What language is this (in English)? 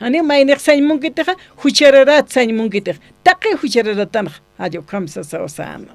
Aymara